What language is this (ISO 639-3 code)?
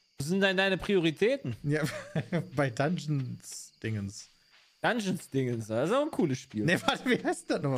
deu